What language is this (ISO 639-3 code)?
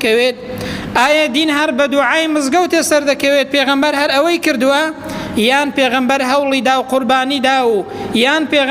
ckb